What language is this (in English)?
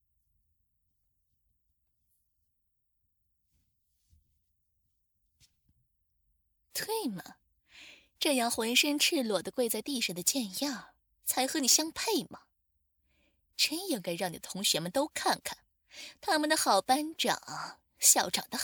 Chinese